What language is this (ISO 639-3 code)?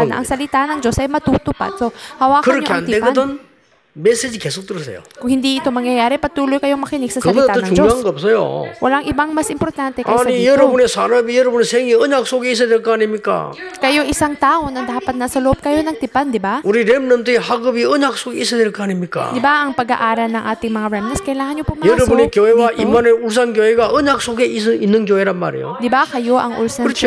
fil